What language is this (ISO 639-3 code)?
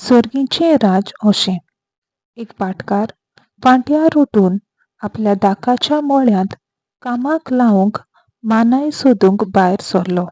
kok